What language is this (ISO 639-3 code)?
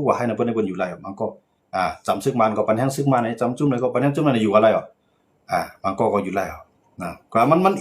shn